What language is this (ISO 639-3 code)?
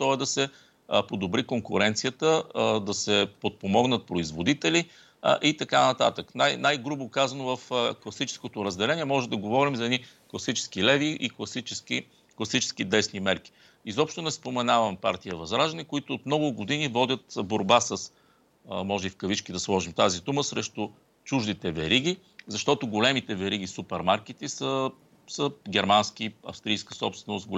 bul